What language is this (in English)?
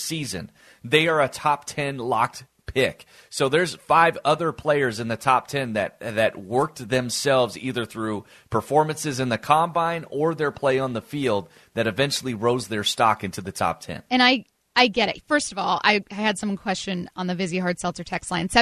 English